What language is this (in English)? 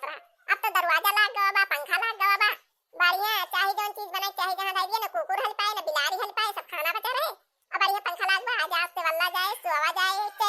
Awadhi